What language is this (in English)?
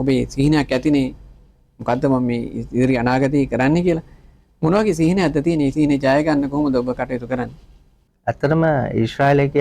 Sinhala